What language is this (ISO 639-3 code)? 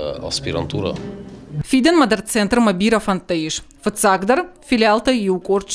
oss